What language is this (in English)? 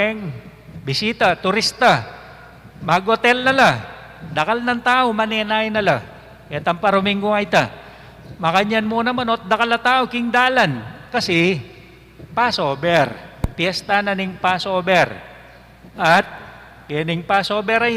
Pampanga